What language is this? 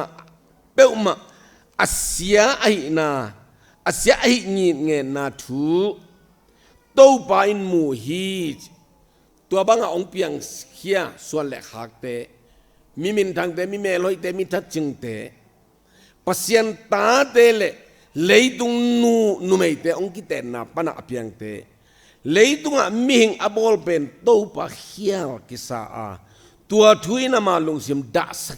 Tedim Chin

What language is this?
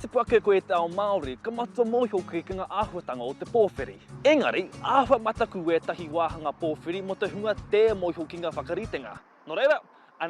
Māori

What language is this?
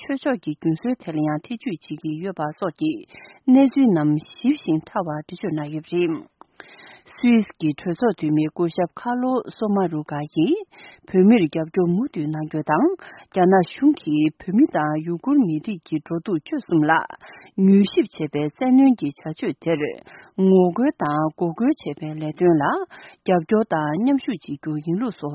Tibetan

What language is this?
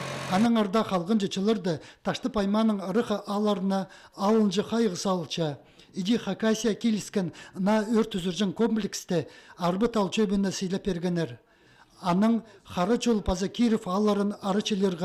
Khakas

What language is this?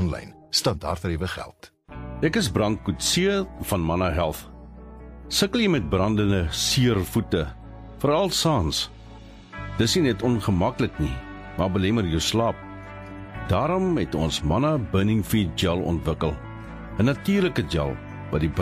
Afrikaans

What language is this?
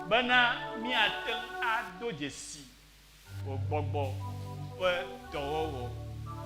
Ewe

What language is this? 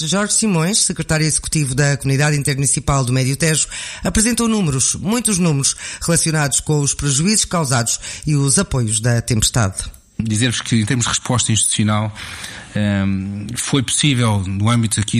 Portuguese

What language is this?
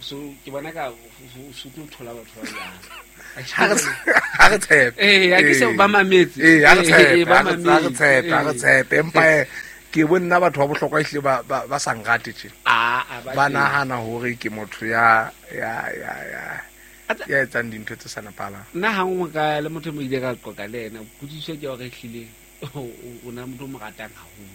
Southern Sotho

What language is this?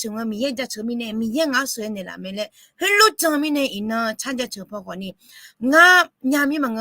Akha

